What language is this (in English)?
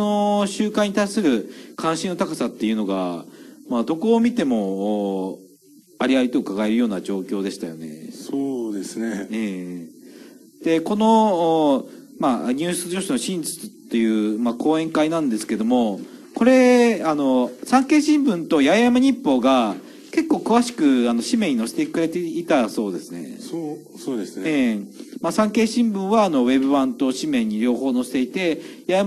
Japanese